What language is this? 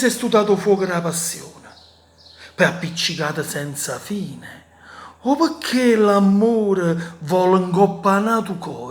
Neapolitan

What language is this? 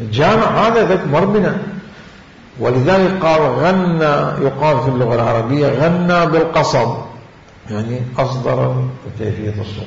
Mesopotamian Arabic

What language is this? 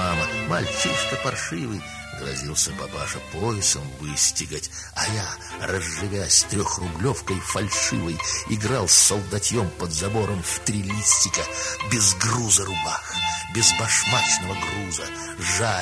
Russian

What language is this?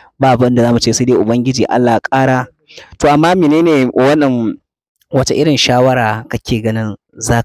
Hausa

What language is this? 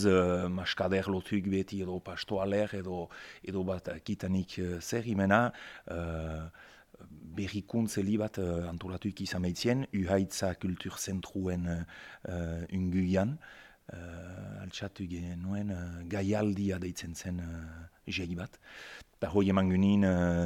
Basque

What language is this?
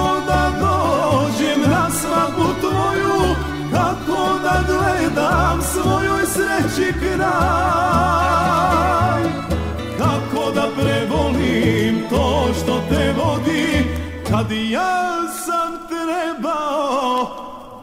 Serbian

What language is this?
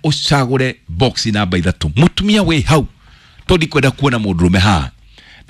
Kikuyu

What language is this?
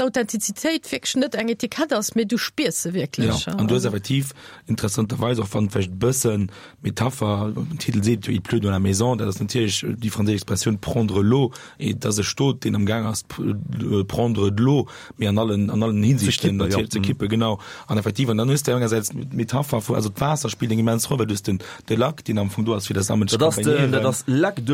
Luxembourgish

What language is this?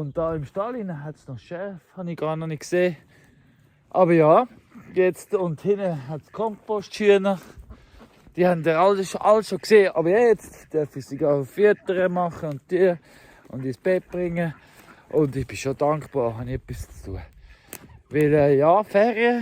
Swiss German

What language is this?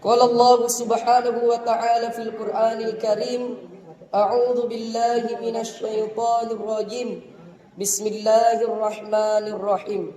Buginese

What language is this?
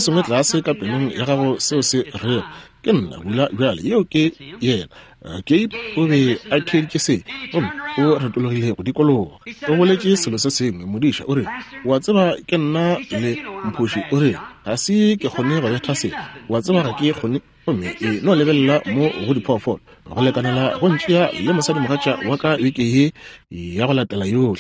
Northern Sotho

